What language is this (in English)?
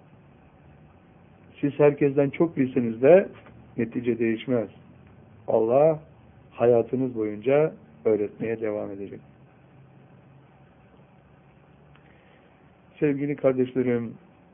Turkish